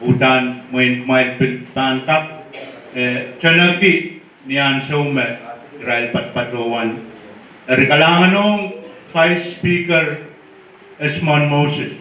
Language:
Pohnpeian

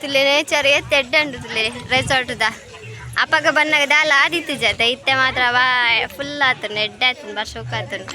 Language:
Tulu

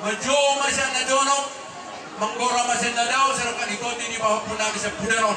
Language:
Batak Toba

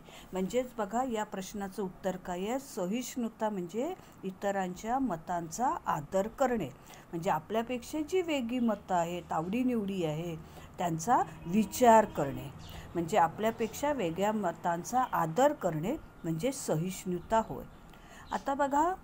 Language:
Marathi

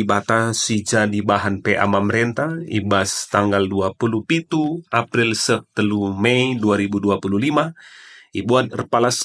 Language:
Batak Karo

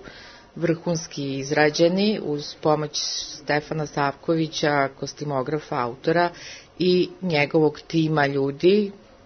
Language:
Serbian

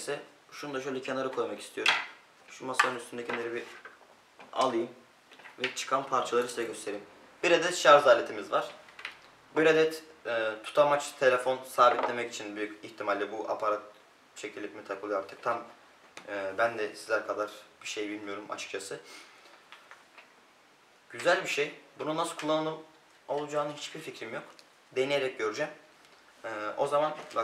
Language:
Turkish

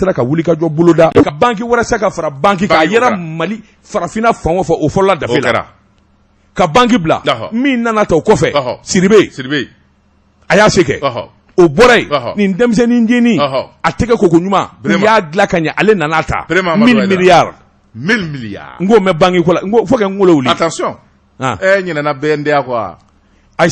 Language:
Bambara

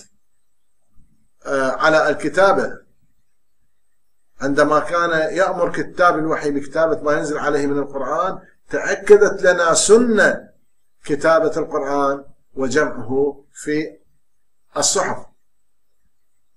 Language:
Arabic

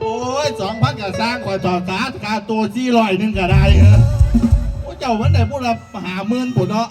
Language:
Northeastern Thai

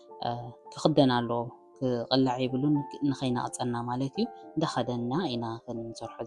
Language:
Tigrinya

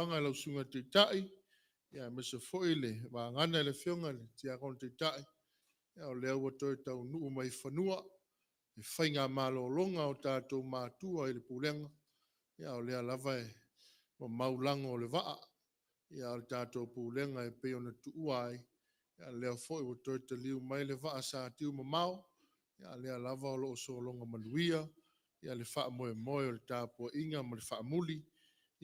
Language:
Samoan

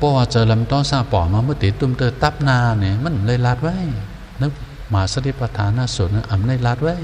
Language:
Shan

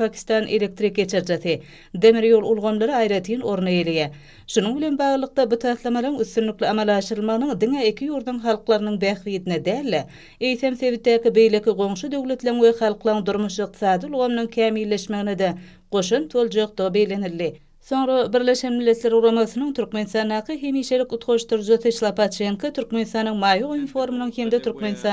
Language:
Turkmen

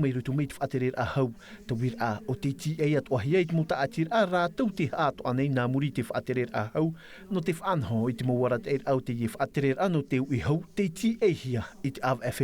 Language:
Tahitian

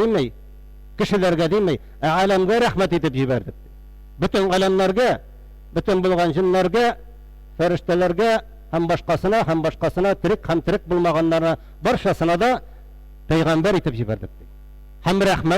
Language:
Tatar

